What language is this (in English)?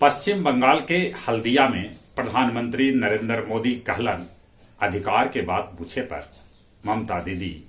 Magahi